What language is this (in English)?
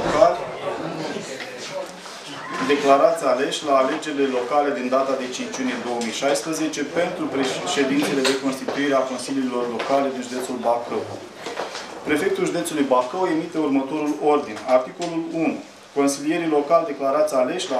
Romanian